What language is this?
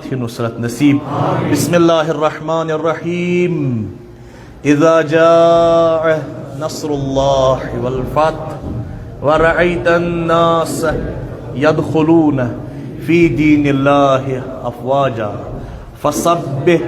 Kashmiri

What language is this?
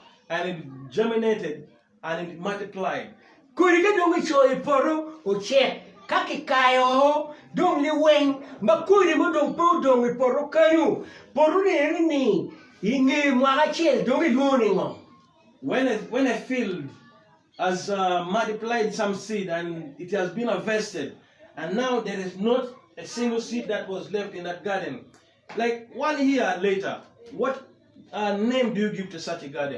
Acoli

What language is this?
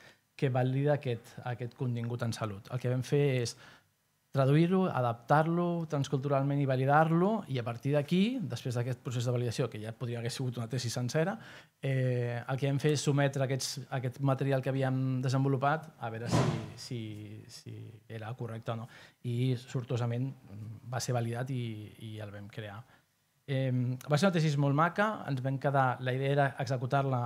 Catalan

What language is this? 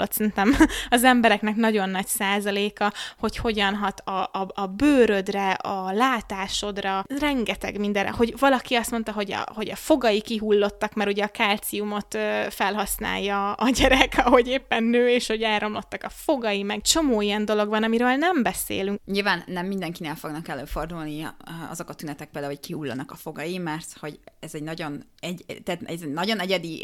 Hungarian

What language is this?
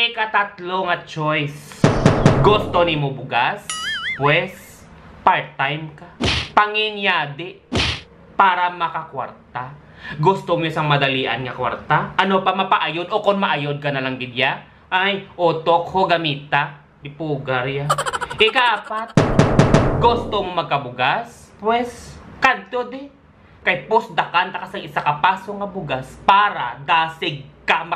Hiligaynon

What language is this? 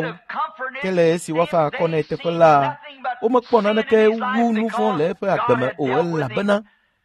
Ewe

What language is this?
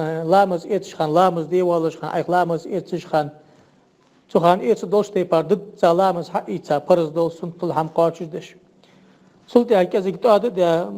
Ingush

